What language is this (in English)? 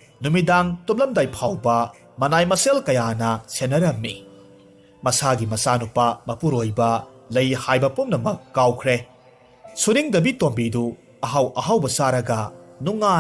Manipuri